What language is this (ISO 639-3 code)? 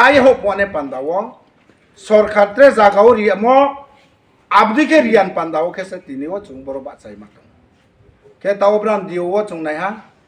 ria